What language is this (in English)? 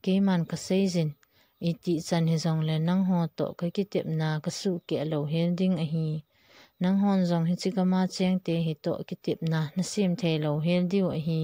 Thado Chin